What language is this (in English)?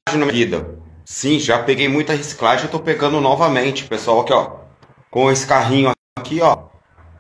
Portuguese